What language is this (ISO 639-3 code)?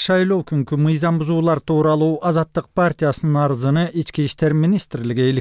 kir